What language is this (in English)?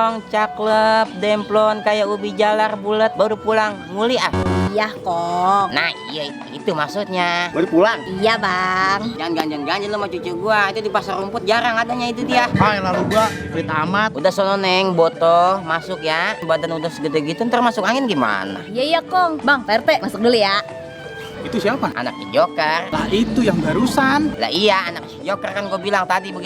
Betawi